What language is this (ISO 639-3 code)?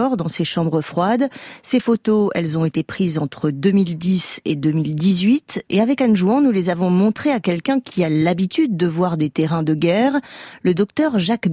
fra